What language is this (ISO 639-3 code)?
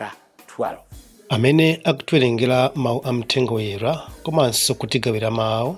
nya